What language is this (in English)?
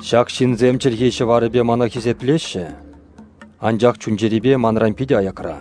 Chuvash